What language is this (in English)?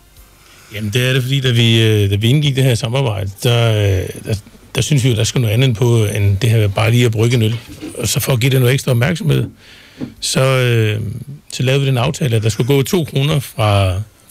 Danish